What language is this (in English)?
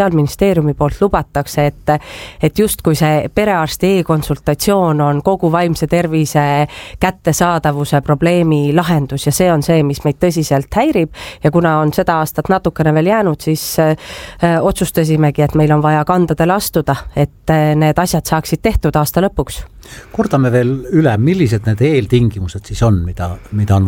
Estonian